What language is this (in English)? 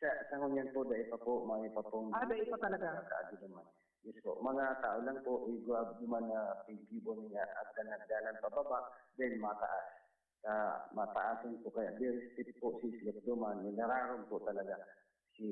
Bikol